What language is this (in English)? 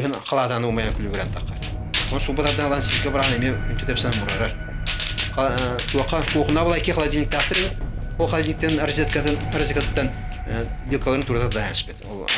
Yakut